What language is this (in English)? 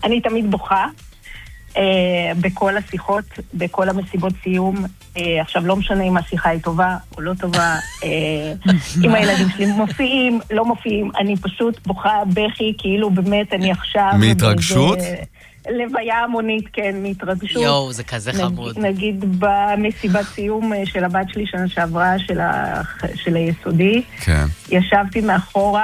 Hebrew